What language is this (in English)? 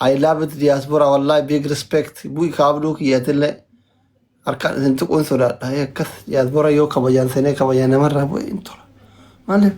Oromo